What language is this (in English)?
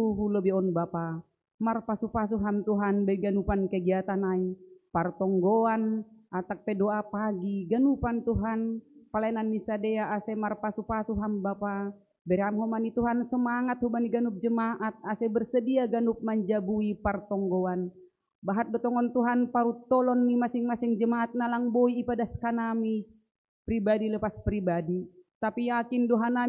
Batak Simalungun